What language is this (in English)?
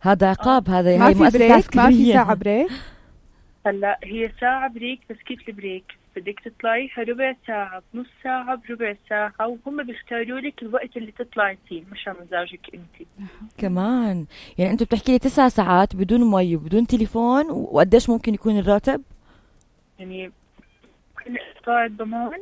North Levantine Arabic